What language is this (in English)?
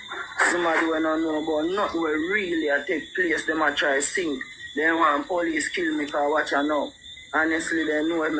Jamaican Creole English